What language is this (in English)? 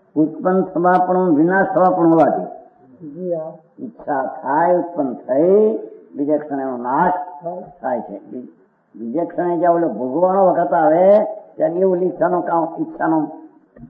Gujarati